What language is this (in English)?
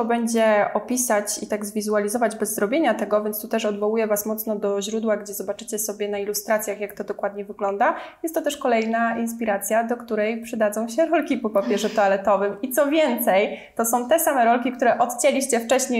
Polish